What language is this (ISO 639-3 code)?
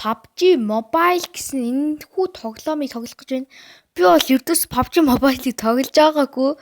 mon